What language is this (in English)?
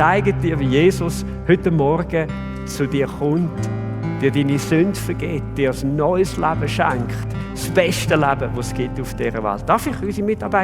Swiss German